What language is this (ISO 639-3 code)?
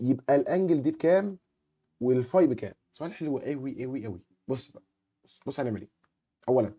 arz